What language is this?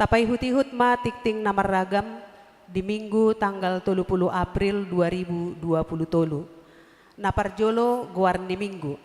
Batak Toba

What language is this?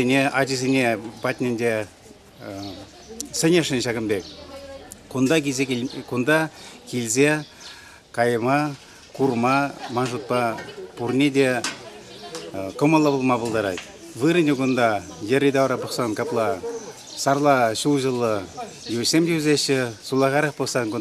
Chuvash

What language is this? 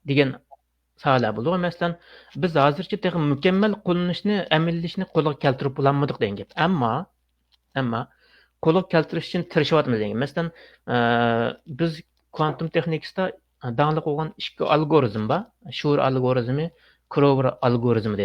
Uyghur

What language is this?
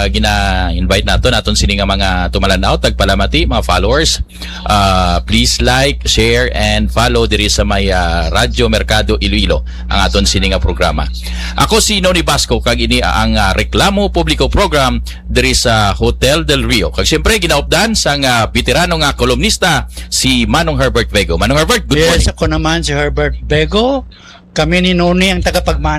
Hiligaynon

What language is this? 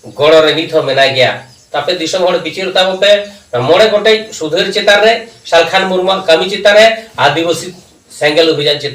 Santali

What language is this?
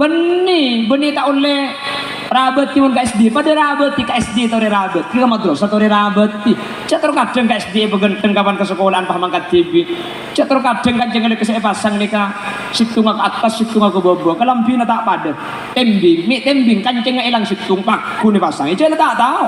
Madurese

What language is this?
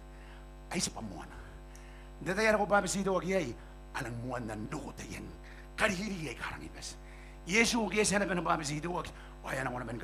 Gilbertese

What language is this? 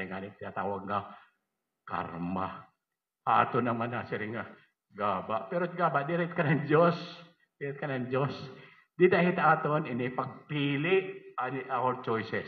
Waray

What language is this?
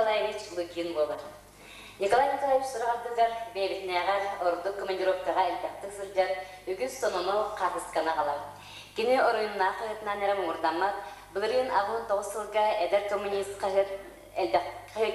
Yakut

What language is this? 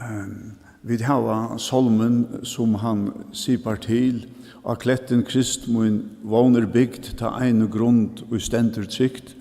Faroese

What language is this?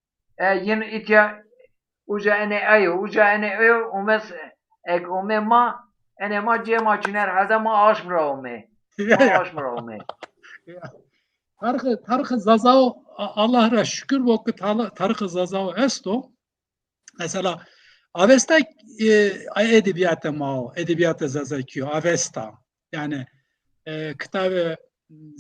Zaza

